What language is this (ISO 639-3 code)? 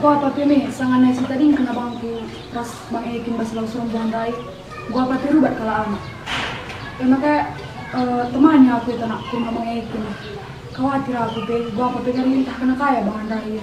btx